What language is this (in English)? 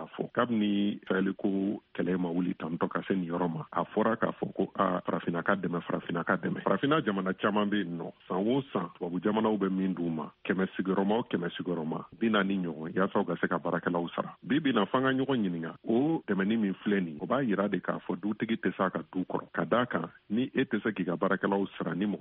Bambara